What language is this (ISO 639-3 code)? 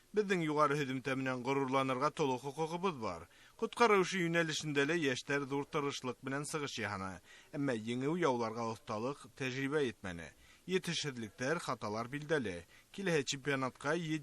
bak